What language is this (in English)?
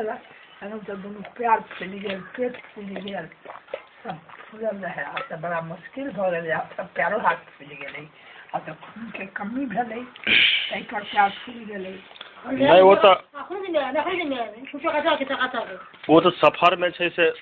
Maithili